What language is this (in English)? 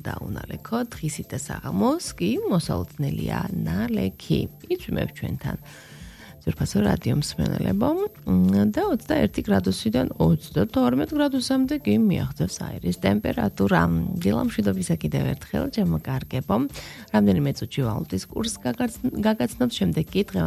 Georgian